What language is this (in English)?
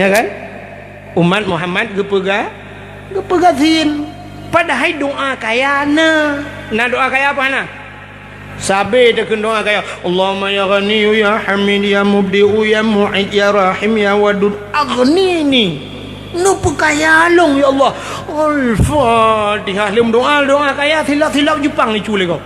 Achinese